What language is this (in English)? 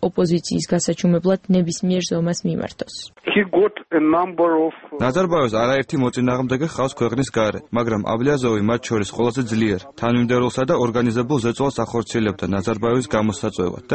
Georgian